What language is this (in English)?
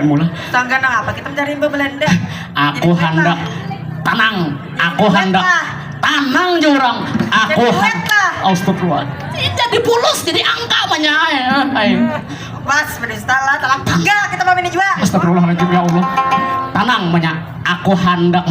Banjar